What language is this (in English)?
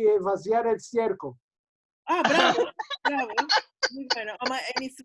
Ladino